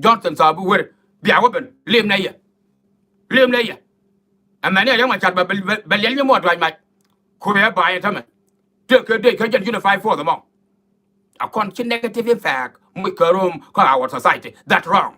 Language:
Nuer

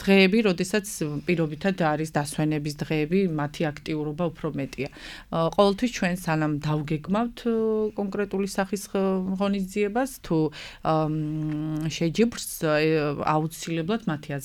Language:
Georgian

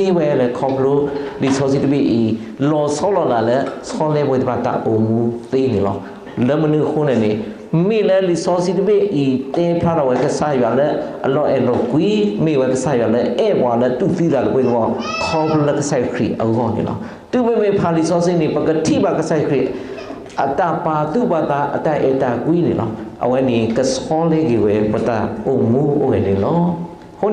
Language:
S'gaw Karen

